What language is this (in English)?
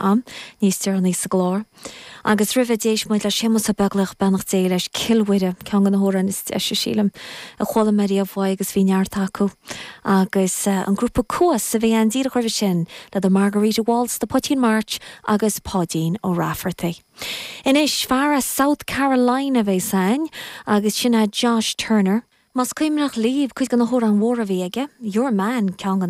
Irish